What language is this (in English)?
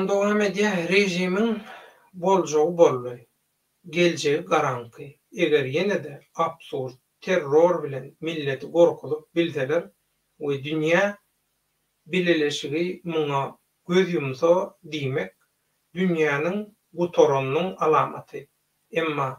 Turkmen